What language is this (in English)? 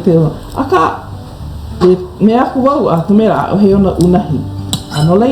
Hawaiian